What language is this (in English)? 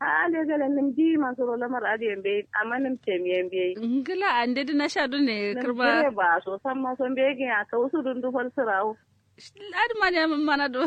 Kanuri